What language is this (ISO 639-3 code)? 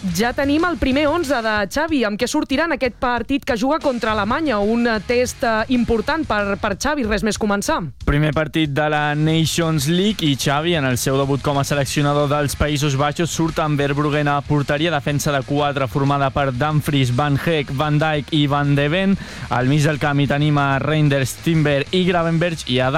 cat